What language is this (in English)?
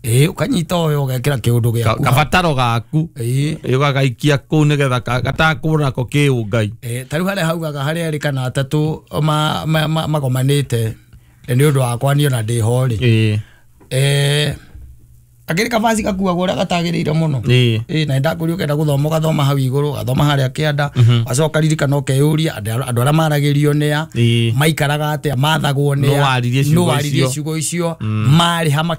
Kikuyu